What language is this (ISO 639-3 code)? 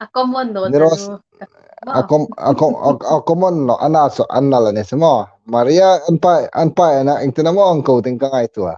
hmr